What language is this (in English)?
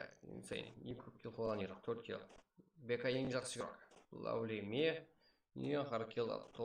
Kara-Kalpak